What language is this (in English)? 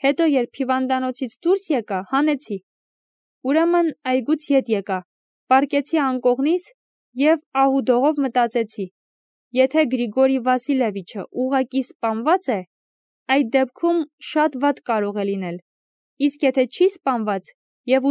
Armenian